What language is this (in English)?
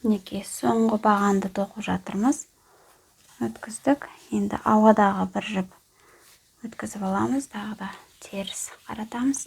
Kazakh